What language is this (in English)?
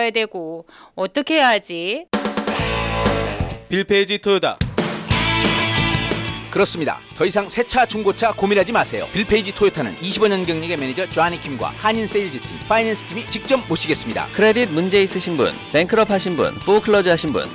Korean